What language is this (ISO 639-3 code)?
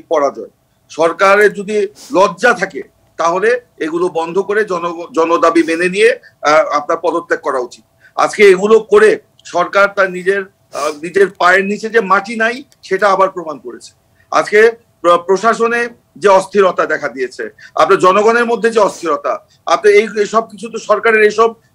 ben